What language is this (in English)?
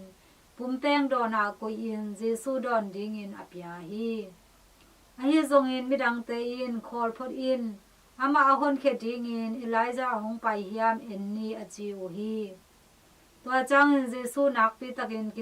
Tedim Chin